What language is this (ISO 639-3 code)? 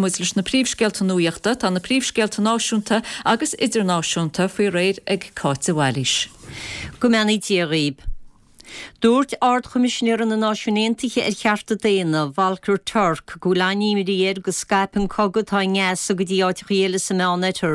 gle